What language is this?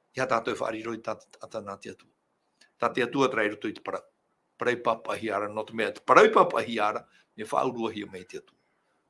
Tahitian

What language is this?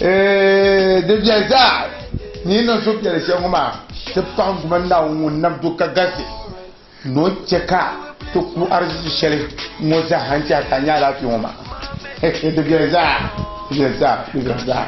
Dagbani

